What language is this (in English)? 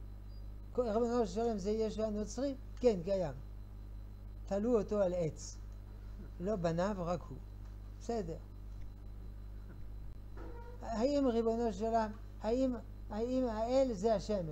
Hebrew